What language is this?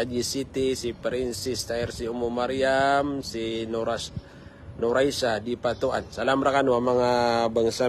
Maranao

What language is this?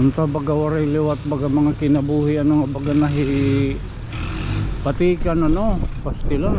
Waray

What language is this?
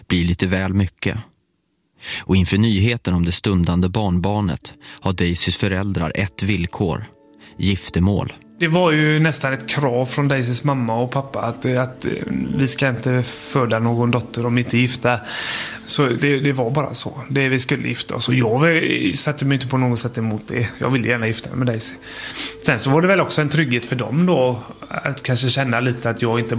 Swedish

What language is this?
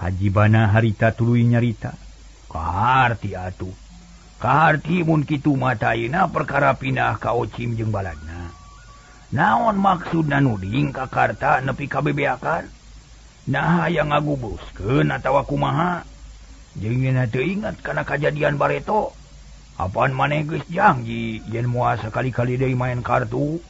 Sundanese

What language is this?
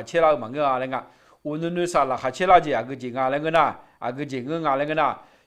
Akha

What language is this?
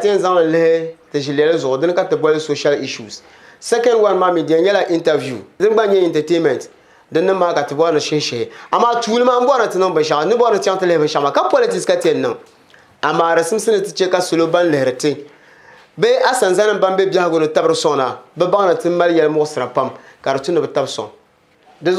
Dagbani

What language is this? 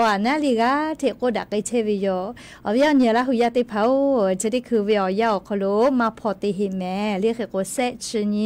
Lahu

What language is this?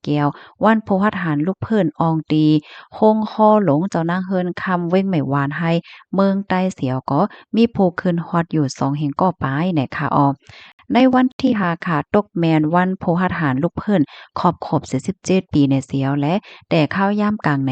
Shan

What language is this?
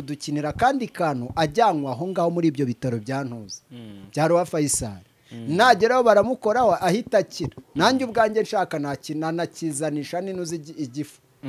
Kinyarwanda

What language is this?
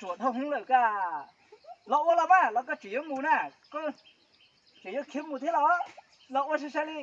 Hmong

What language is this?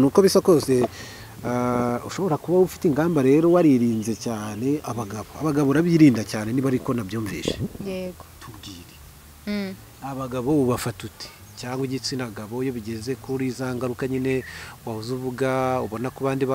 Kinyarwanda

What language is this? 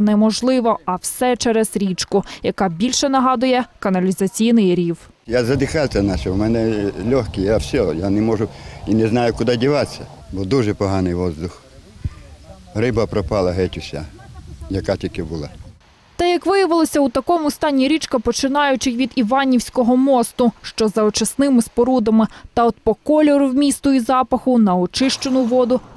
Ukrainian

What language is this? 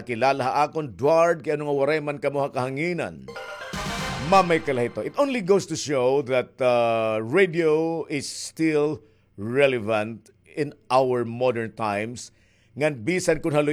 Waray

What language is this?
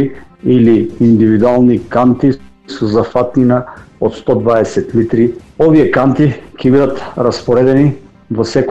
Macedonian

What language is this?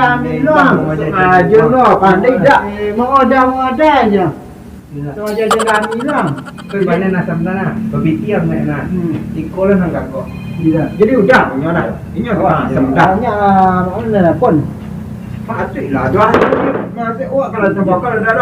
Minangkabau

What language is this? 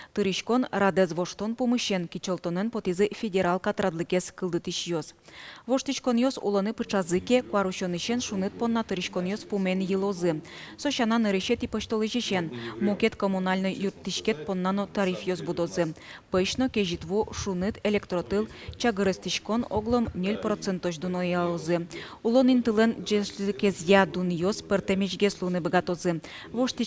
Udmurt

